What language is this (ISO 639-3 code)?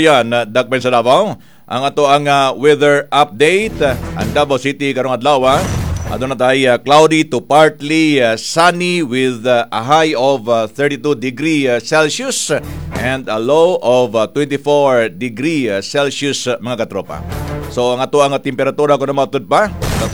ceb